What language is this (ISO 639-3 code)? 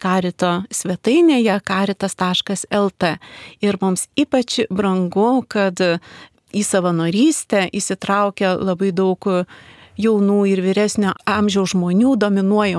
lit